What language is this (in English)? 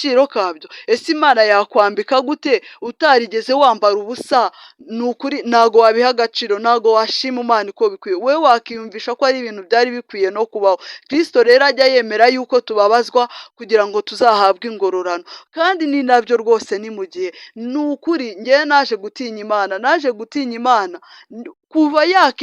Kinyarwanda